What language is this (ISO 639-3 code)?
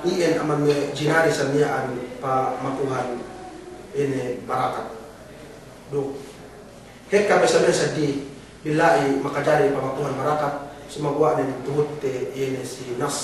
yka